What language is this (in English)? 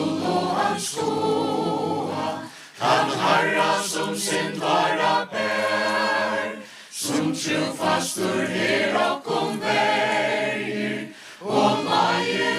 Faroese